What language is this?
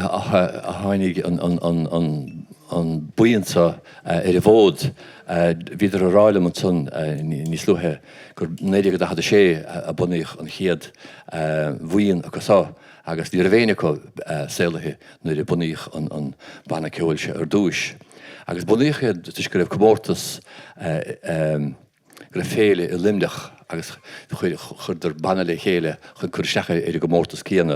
Irish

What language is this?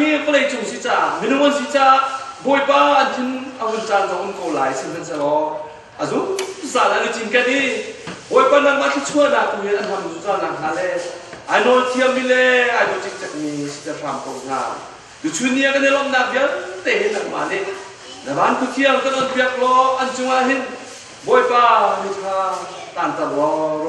Hakha Chin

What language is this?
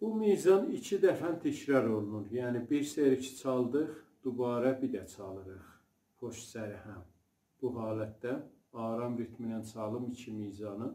South Azerbaijani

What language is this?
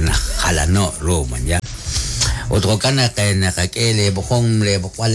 Kekchí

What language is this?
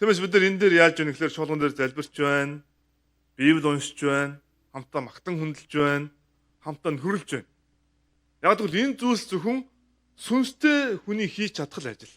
Mongolian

